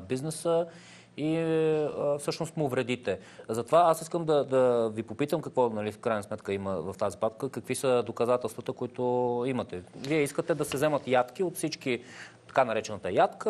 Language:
Bulgarian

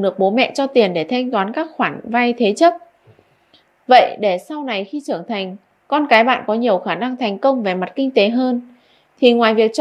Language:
Vietnamese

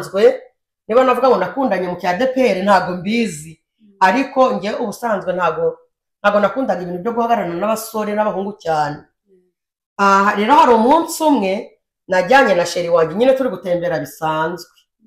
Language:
Kinyarwanda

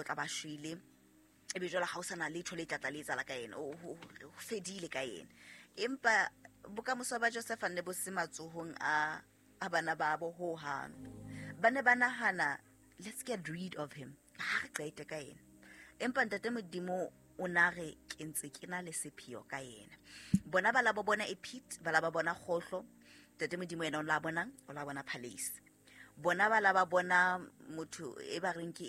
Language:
Southern Sotho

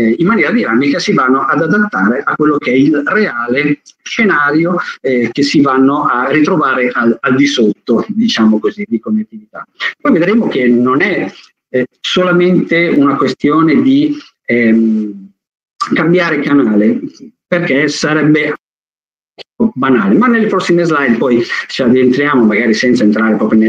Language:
Italian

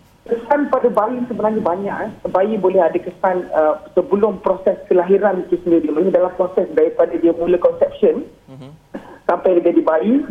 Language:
Malay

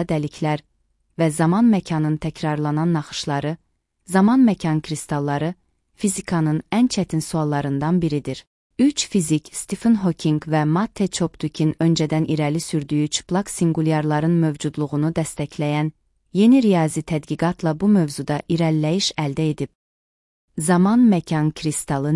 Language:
Azerbaijani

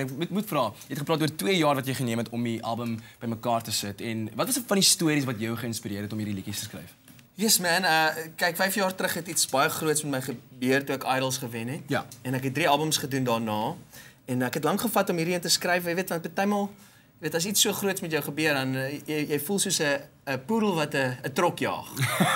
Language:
Afrikaans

